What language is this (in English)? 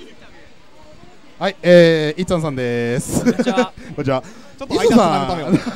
Japanese